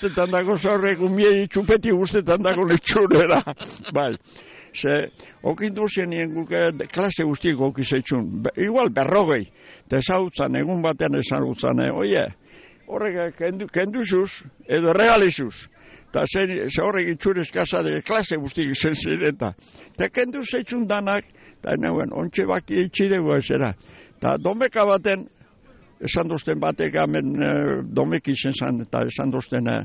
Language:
Basque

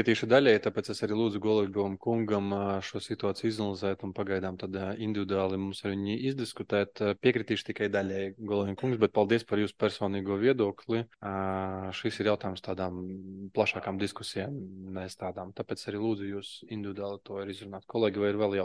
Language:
Latvian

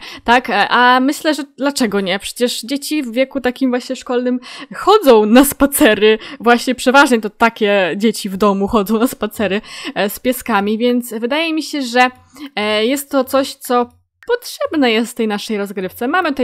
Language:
Polish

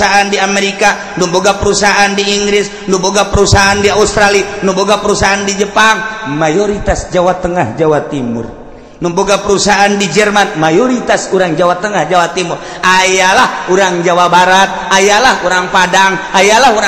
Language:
Sundanese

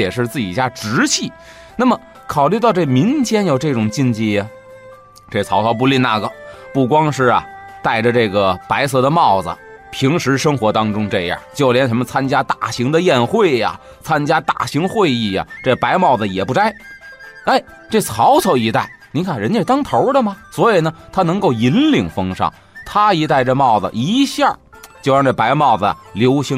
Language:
Chinese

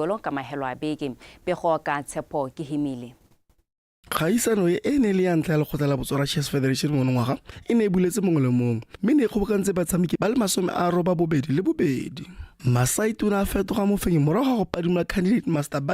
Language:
Tswana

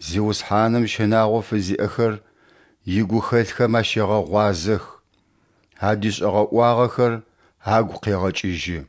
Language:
Adyghe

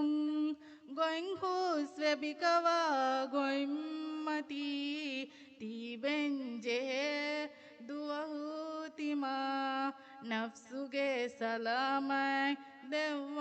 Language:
Divehi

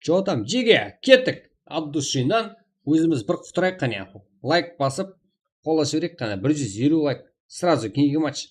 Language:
Kara-Kalpak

